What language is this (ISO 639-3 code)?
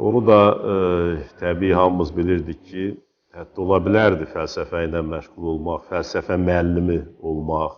aze